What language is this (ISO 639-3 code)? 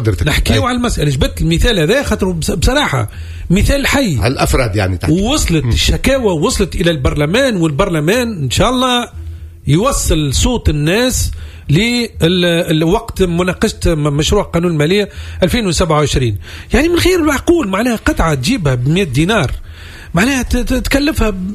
aeb